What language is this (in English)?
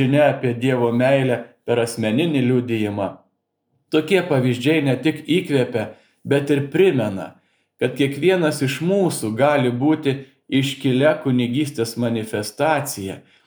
Lithuanian